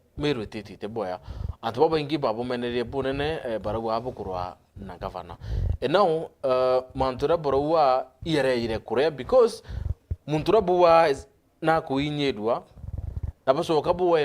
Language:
Meru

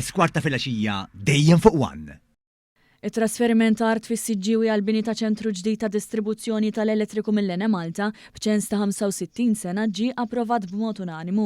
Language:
Maltese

